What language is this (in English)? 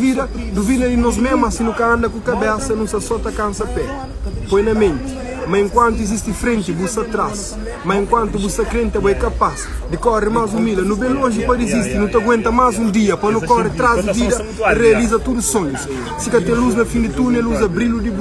Kabuverdianu